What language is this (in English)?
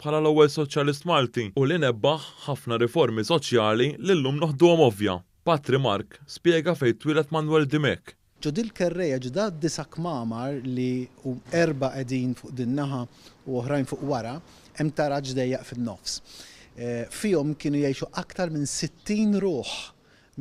Maltese